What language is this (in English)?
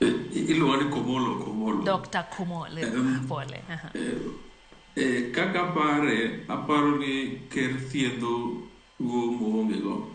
Luo (Kenya and Tanzania)